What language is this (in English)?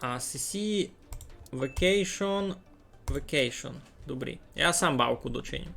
Rusyn